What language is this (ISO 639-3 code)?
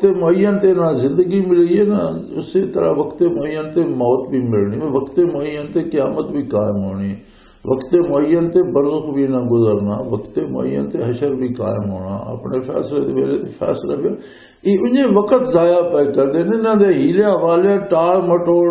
lah